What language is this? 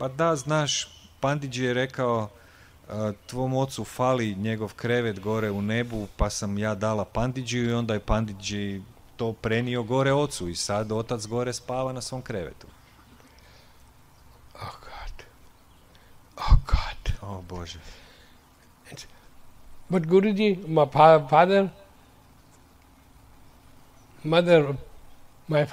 Croatian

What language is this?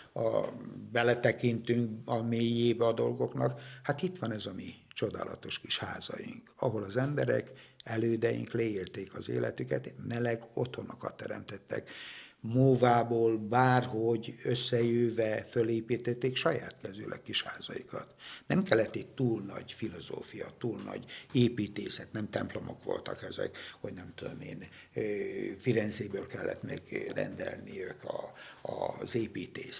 Hungarian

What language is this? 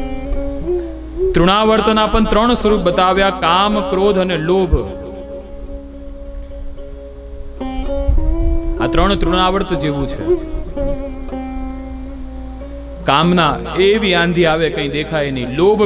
Gujarati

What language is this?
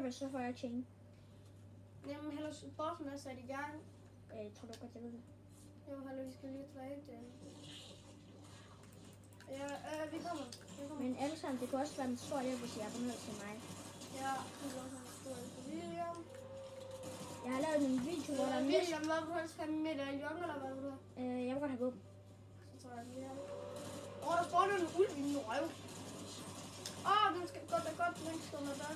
Danish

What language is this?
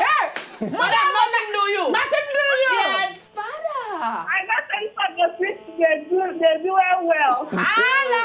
Nigerian Pidgin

